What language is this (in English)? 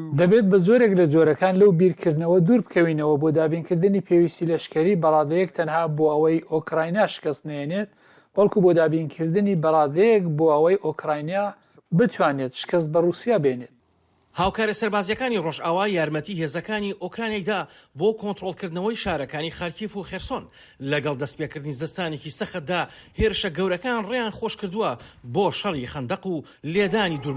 Central Kurdish